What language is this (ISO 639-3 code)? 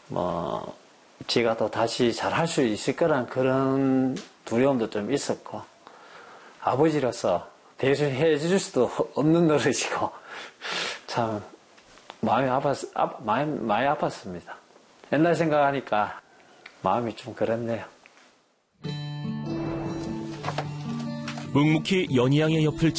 kor